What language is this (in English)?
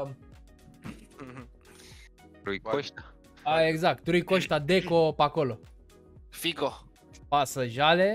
Romanian